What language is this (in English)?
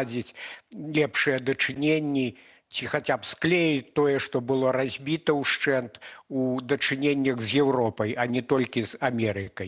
Belarusian